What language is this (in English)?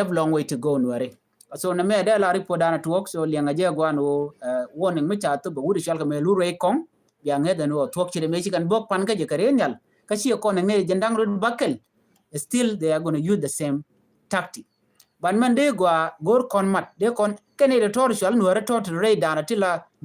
Nuer